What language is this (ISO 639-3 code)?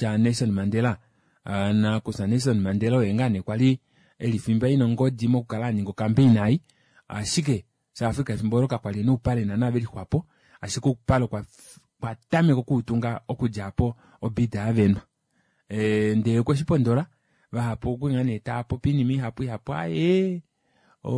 kua